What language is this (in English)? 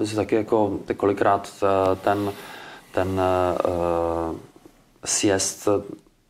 Czech